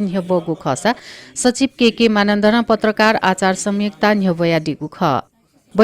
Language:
Newari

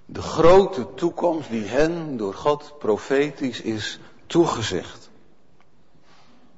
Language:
Dutch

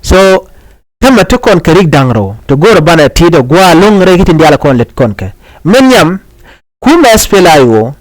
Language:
Nuer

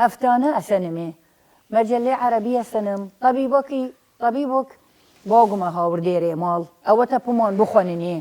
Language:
Southern Kurdish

